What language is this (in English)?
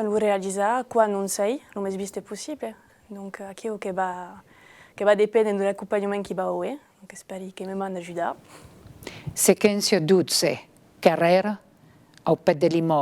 Occitan